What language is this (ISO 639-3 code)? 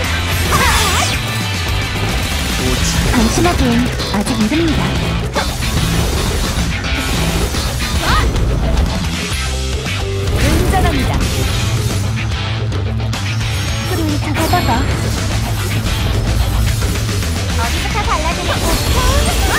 kor